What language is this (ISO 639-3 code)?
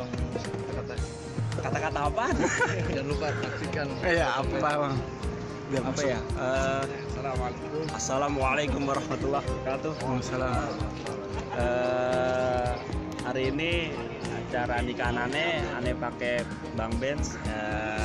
bew